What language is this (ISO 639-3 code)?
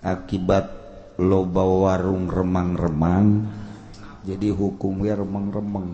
sun